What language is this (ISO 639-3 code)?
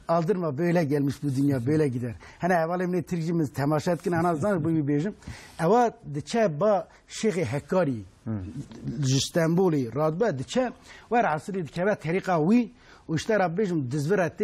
kur